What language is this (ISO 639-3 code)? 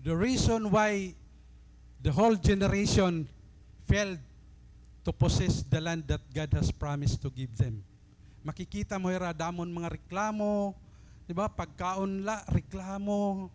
war